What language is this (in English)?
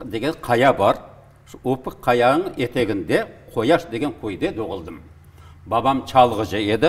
Crimean Tatar